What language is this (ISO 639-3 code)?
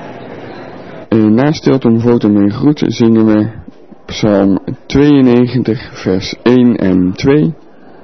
nld